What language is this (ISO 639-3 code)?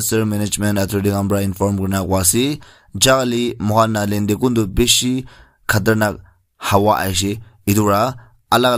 nag